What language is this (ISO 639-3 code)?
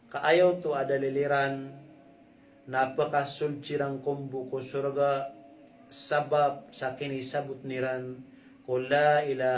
mrw